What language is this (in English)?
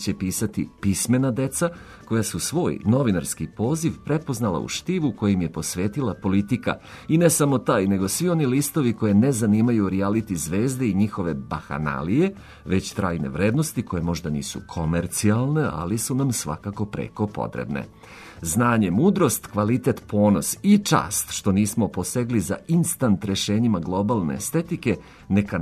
Serbian